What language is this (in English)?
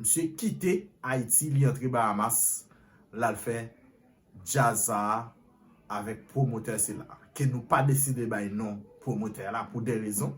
Haitian Creole